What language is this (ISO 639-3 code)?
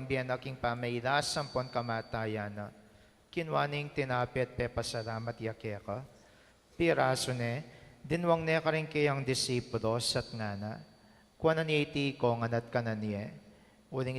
pam